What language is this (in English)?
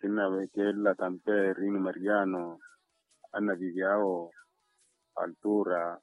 Makhuwa